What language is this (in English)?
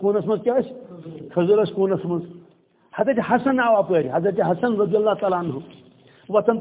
Kashmiri